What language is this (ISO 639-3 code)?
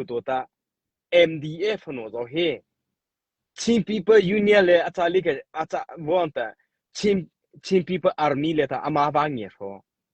mrh